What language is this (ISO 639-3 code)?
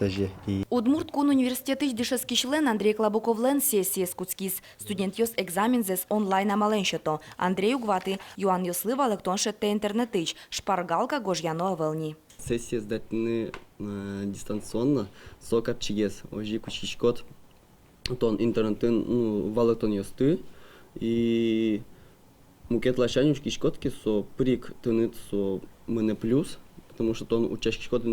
udm